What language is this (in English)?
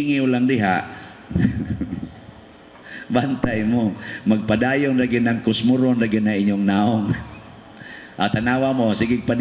Cebuano